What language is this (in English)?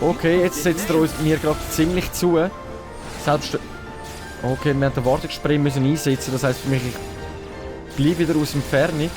Swiss German